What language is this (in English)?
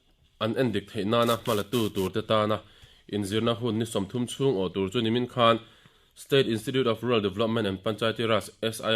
Mizo